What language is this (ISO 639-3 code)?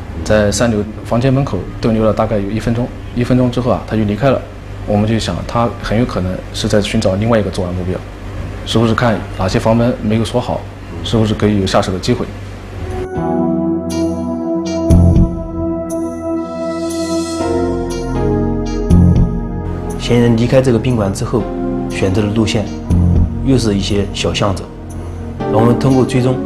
zho